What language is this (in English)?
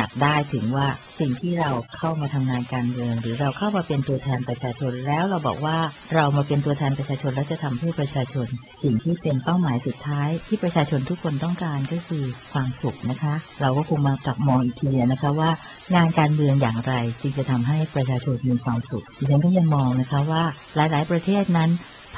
Thai